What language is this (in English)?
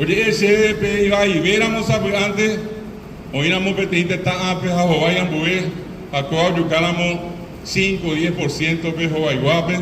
Guarani